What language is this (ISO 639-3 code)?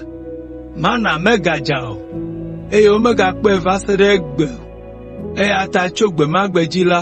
ewe